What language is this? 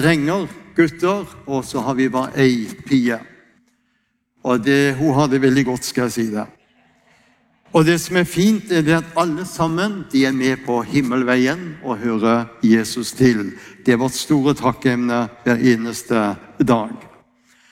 Norwegian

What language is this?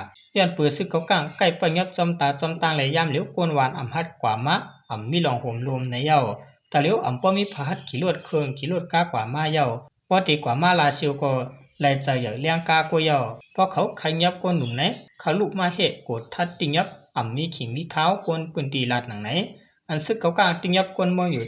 Shan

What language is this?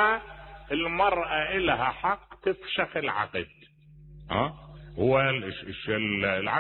Mesopotamian Arabic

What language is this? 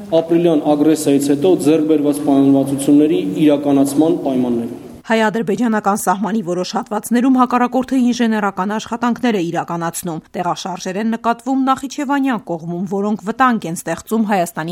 Armenian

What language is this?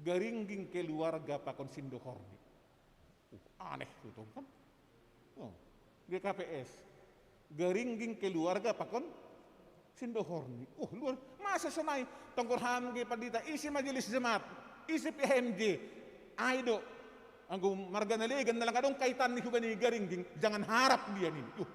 Batak Simalungun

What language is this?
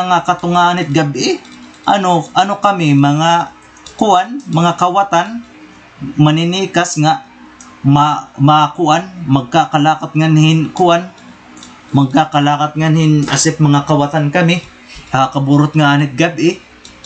Waray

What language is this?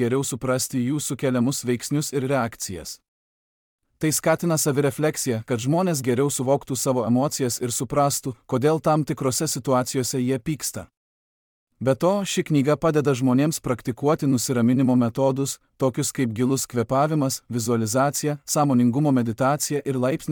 Lithuanian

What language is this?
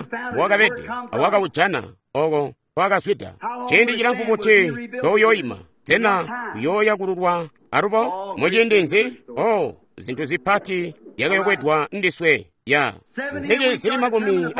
Tonga (Zambia)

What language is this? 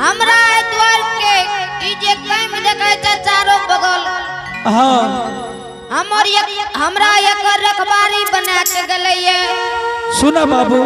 Angika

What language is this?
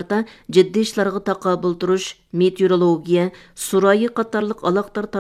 Uyghur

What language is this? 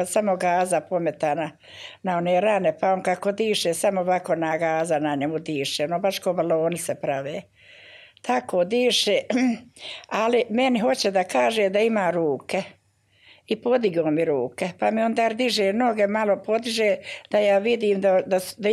Bosnian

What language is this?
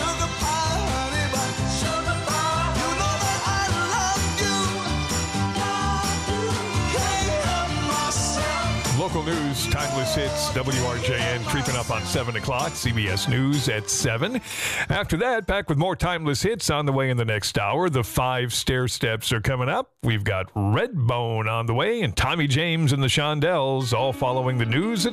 English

